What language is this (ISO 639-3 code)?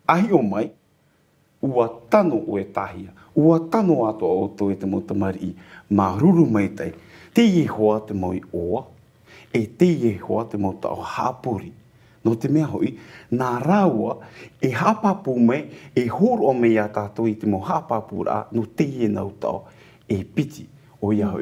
tah